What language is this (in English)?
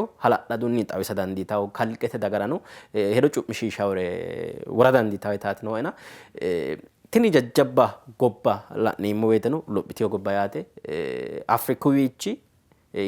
Sidamo